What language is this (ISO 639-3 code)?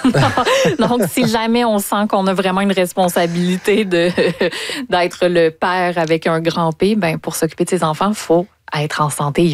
fra